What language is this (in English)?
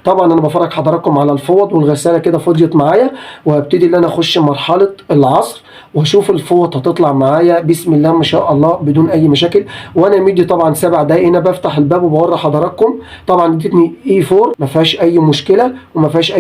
Egyptian Arabic